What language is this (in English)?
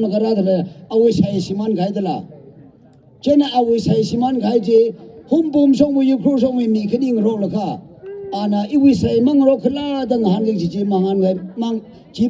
Tangkhul Naga (India)